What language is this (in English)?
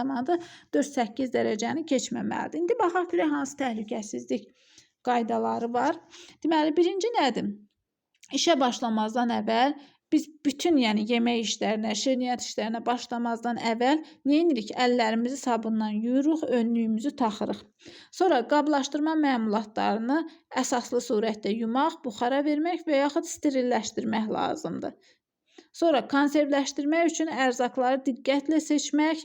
Azerbaijani